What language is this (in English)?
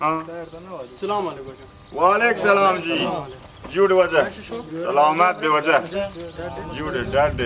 Baluchi